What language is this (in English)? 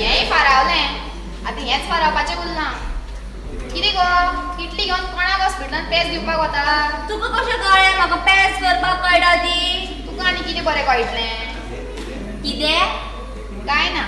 Konkani